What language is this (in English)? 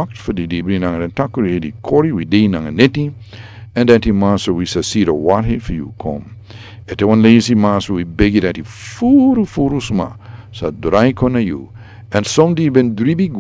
Sranan Tongo